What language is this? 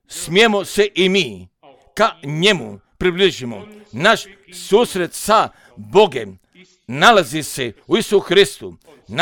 Croatian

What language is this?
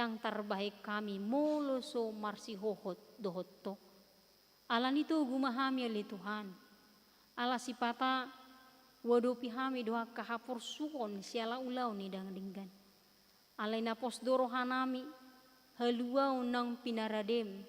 Batak Toba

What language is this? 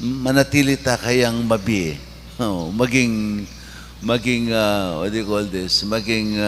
Pampanga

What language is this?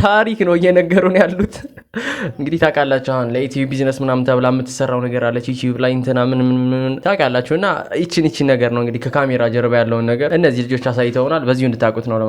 Amharic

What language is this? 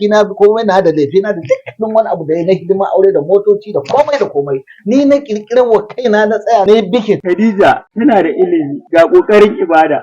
Hausa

